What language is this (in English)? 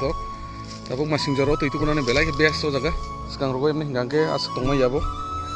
Kok Borok